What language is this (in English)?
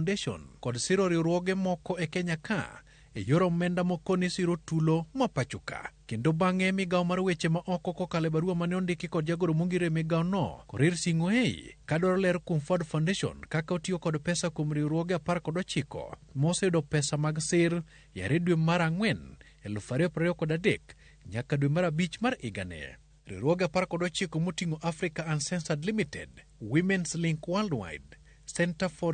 Luo (Kenya and Tanzania)